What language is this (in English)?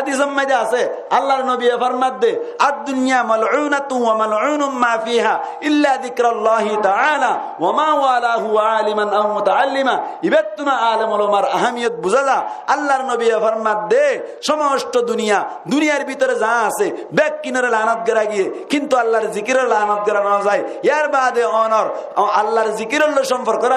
Rohingya